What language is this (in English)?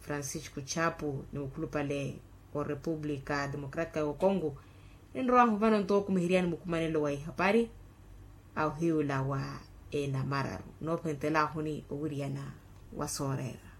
Makhuwa